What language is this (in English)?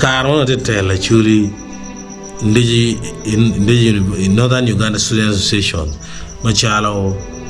Acoli